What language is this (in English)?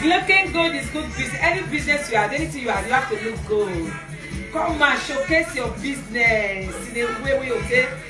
Nigerian Pidgin